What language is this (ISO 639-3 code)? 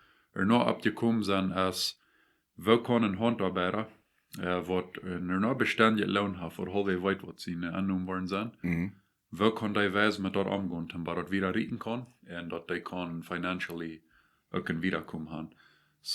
pdt